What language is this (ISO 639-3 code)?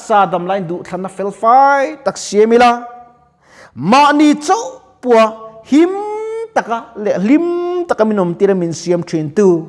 lus